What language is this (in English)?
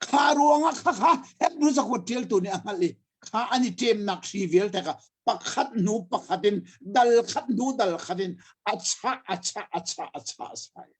Hakha Chin